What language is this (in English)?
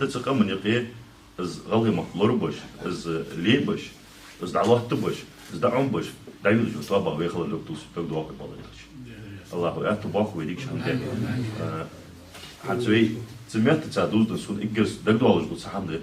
Ingush